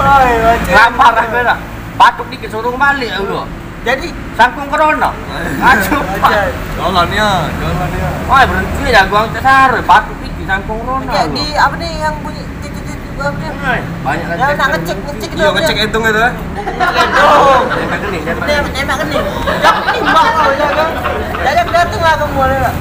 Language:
Musi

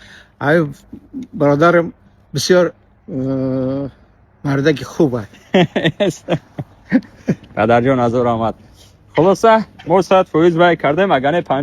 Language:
Tajik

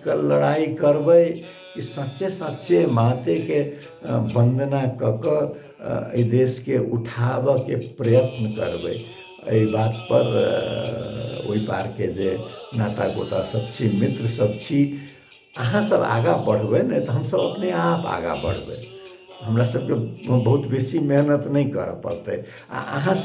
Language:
Maithili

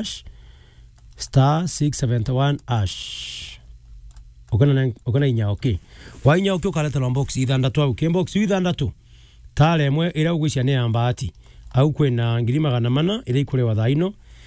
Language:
Meru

